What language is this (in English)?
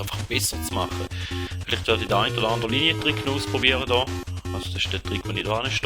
Swiss German